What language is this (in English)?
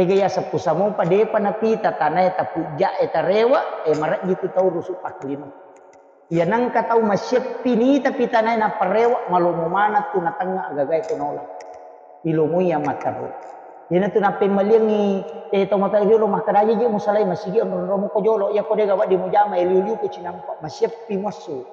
Buginese